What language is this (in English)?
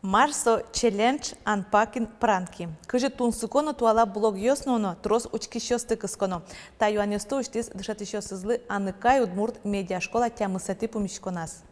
Udmurt